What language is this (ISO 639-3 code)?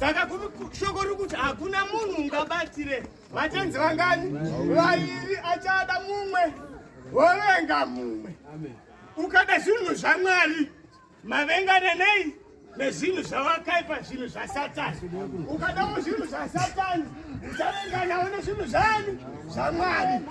sna